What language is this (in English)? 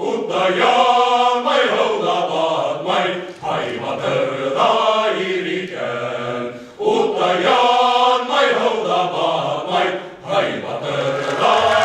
Bashkir